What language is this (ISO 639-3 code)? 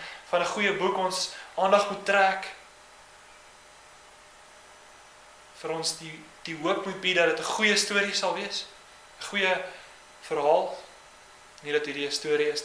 afr